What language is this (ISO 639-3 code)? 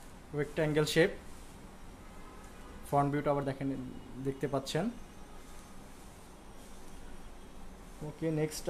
ben